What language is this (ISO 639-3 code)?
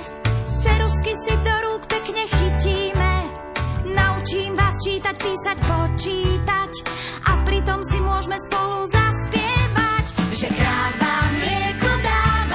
slk